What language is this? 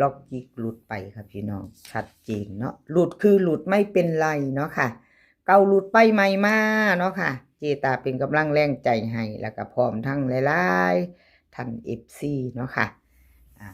Northeastern Thai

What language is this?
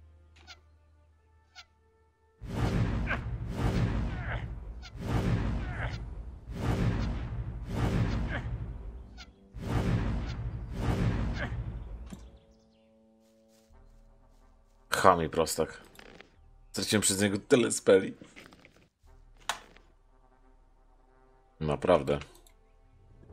Polish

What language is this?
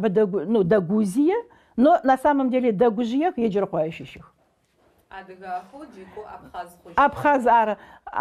Adyghe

